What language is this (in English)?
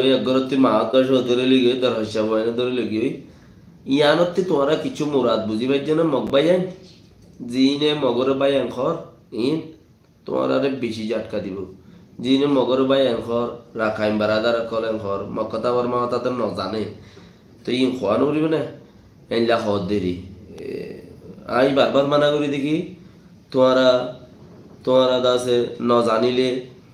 Rohingya